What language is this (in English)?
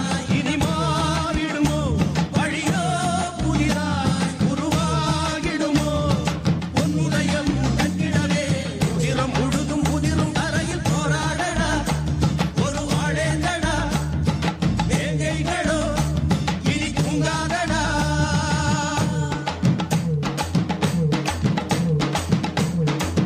Tamil